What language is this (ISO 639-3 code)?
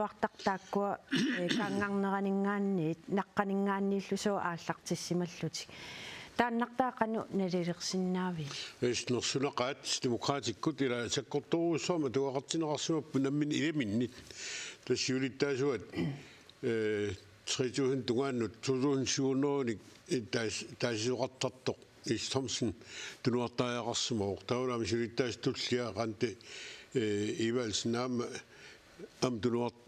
kal